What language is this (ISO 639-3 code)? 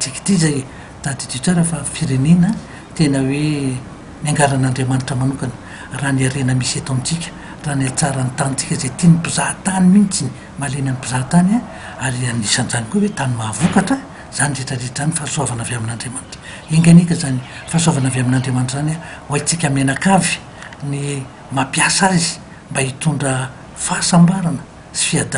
mlg